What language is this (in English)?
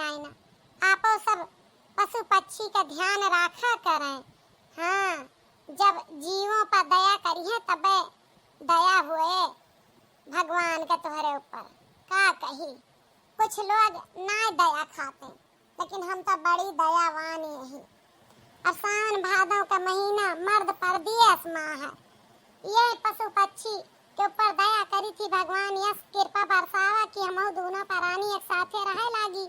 Awadhi